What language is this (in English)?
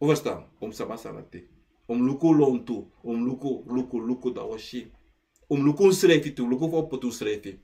Sranan Tongo